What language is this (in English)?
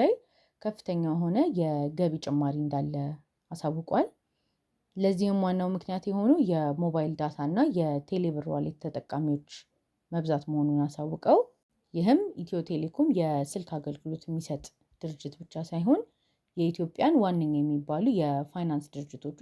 Amharic